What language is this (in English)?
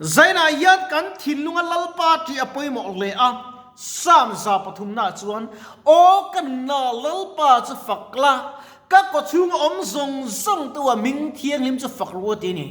Mizo